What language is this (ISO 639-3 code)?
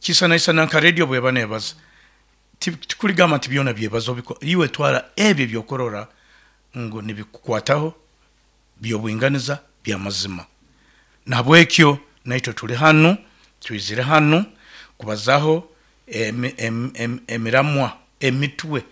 nyo